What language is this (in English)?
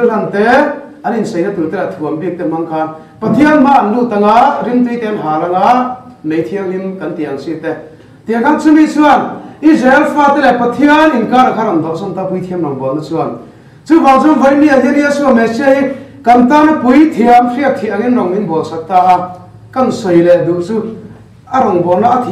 Mizo